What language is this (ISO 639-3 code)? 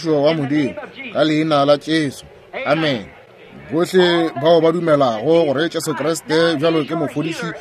nso